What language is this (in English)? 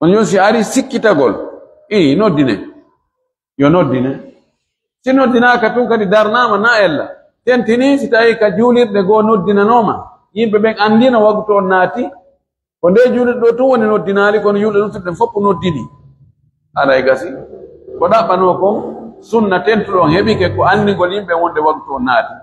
Fula